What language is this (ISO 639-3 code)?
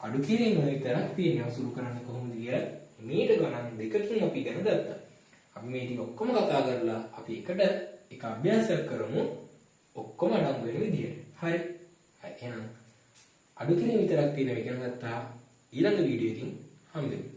sin